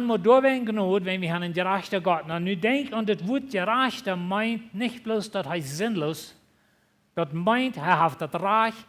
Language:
Plautdietsch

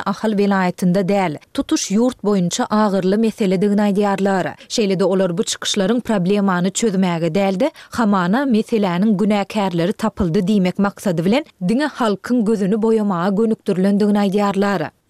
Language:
Turkmen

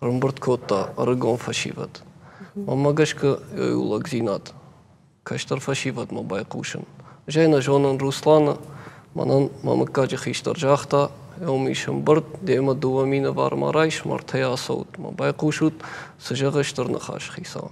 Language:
Ossetic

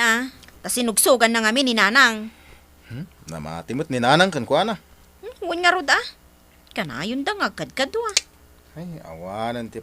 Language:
Iloko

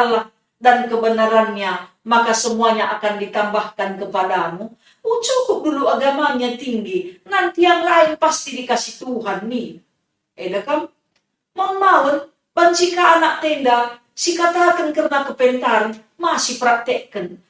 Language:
Batak Karo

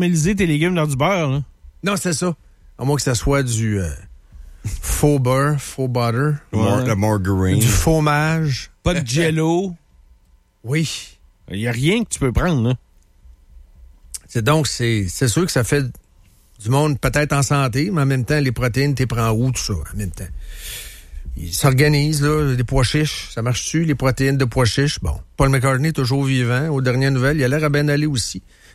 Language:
French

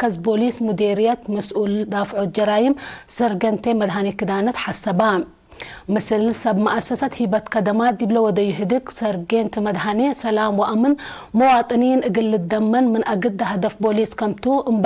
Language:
Tigre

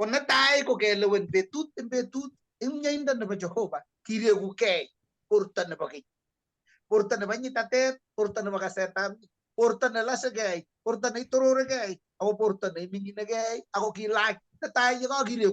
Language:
Kalenjin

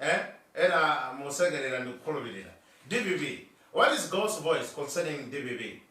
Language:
Nyanja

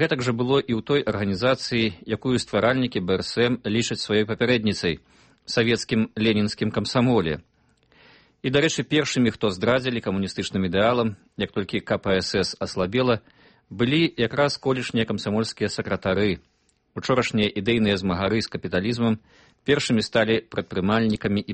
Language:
Belarusian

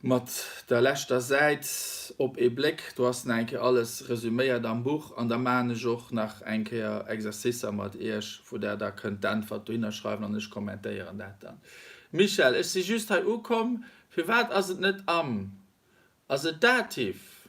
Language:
Luxembourgish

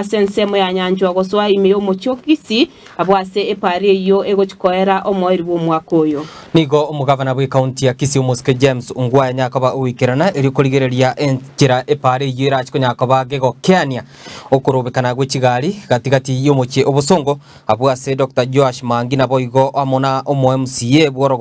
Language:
Gusii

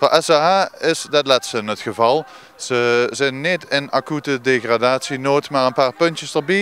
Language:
Limburgish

